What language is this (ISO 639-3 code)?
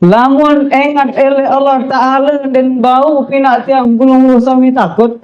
sas